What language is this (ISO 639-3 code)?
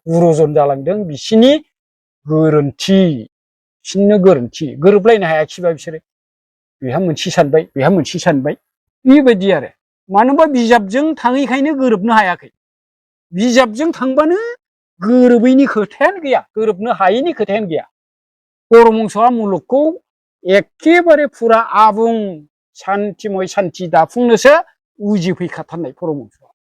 brx